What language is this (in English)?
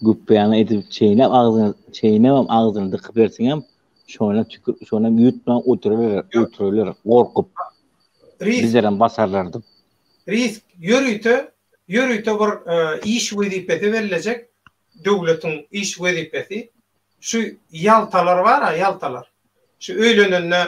Turkmen